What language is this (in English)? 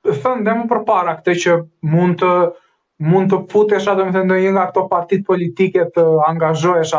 Albanian